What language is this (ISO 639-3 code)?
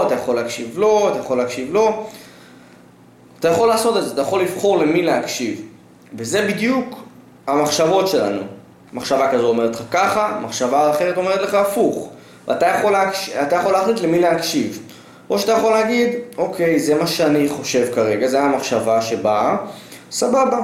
heb